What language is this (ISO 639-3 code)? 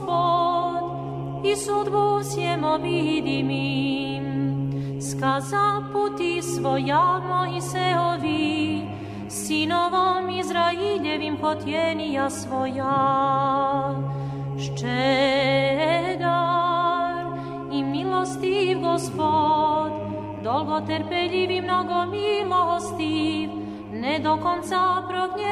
srp